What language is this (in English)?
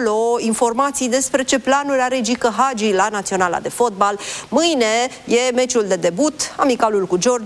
Romanian